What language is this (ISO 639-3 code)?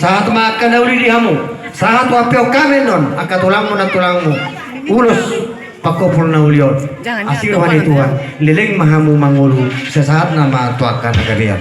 bbc